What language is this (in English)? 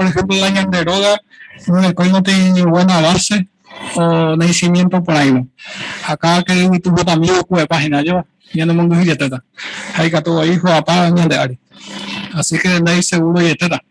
Guarani